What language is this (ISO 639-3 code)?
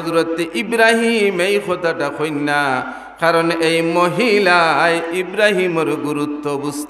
syl